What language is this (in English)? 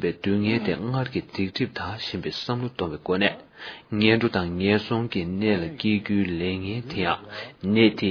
Tibetan